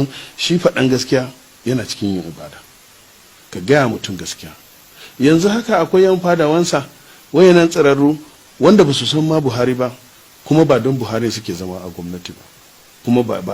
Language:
Hausa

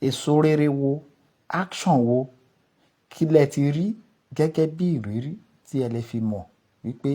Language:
Yoruba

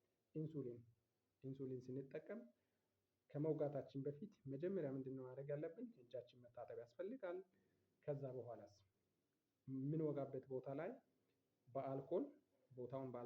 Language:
Amharic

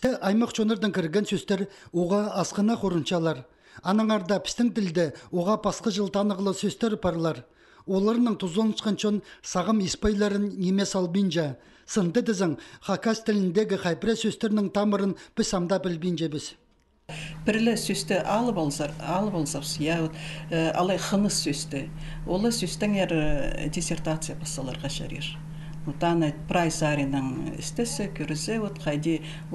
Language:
Khakas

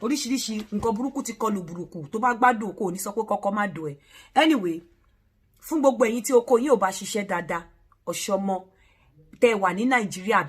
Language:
Yoruba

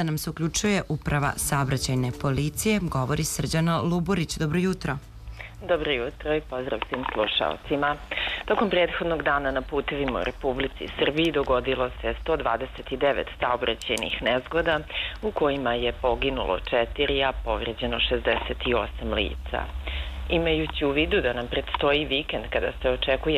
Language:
Serbian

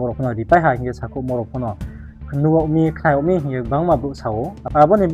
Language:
Riang (India)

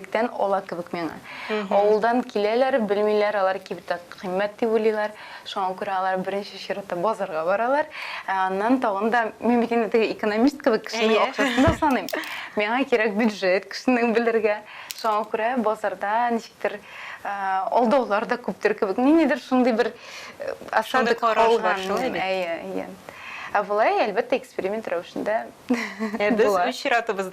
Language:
Tatar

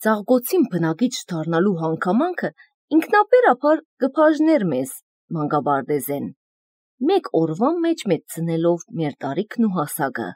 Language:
Armenian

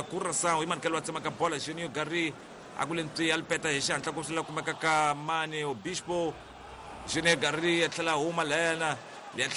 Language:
Tsonga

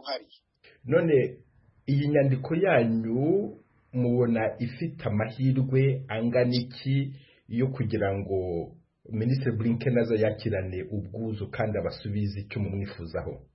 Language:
Kinyarwanda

